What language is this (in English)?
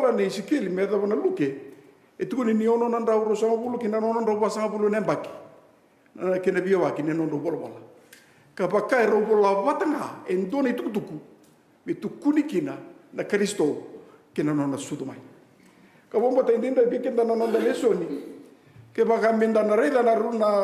Fijian